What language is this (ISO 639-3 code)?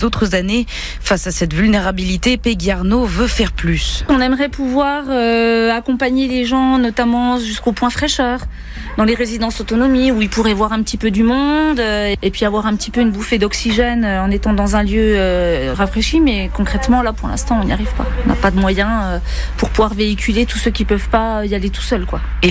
fra